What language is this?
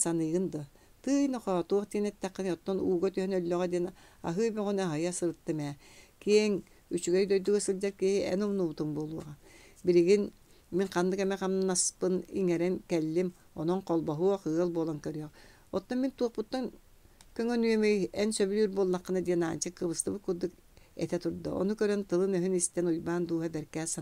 Yakut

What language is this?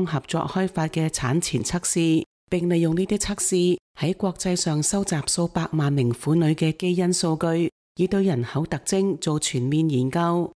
Cantonese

